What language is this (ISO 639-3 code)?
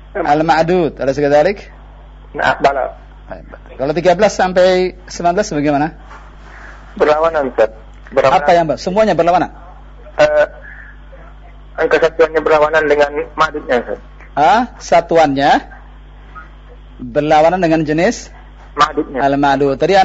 ind